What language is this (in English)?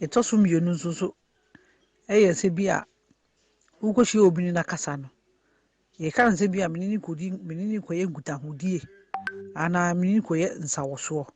Akan